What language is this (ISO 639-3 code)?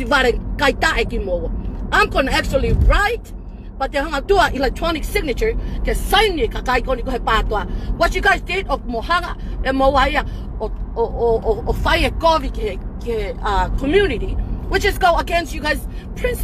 ton